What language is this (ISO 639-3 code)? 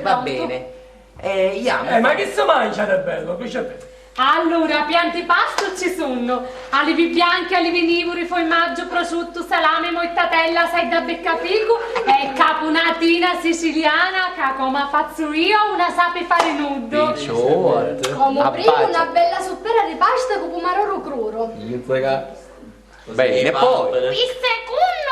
scn